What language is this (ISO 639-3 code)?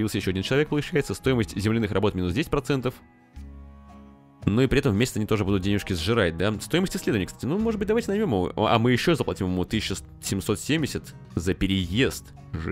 rus